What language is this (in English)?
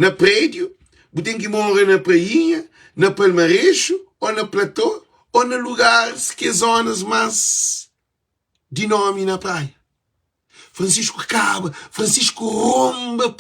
Kabuverdianu